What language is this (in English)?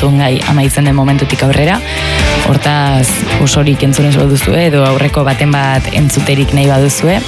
Basque